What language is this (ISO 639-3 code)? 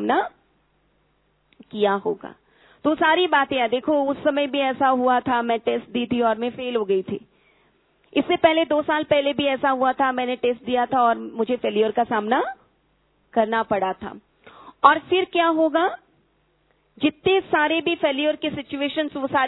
hin